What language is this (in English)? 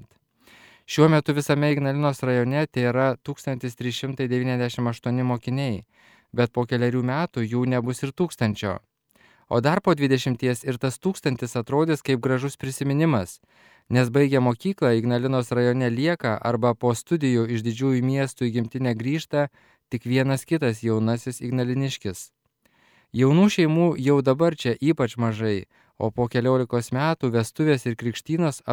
Lithuanian